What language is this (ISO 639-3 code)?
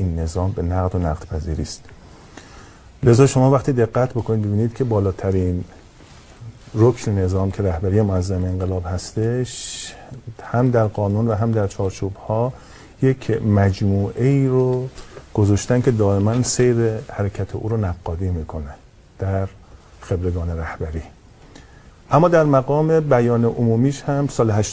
fas